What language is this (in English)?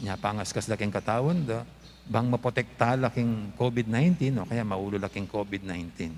Pampanga